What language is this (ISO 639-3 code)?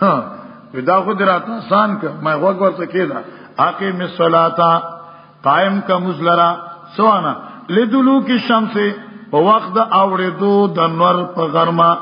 pus